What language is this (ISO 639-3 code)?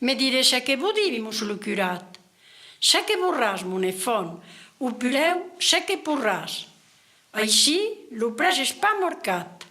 oci